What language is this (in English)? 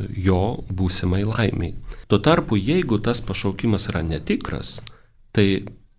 Lithuanian